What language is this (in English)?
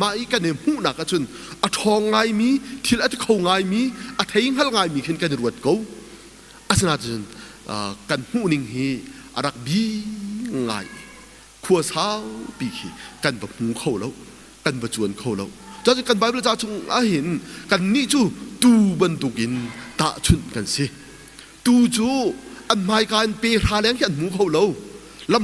Hakha Chin